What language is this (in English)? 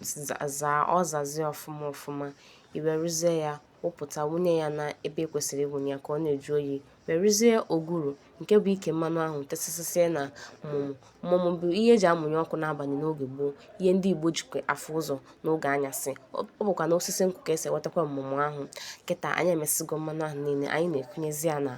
Igbo